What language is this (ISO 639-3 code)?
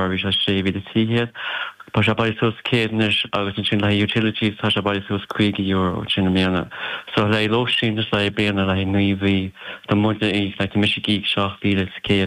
gle